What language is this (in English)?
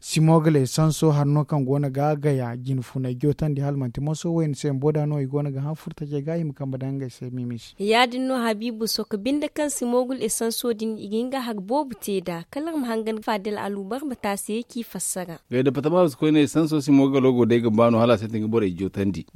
Zarma